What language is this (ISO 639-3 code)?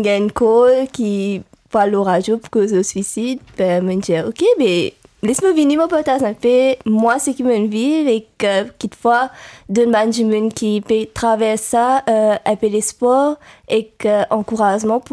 mfe